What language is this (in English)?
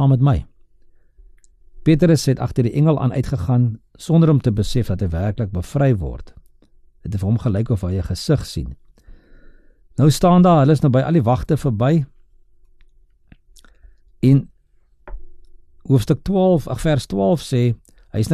Afrikaans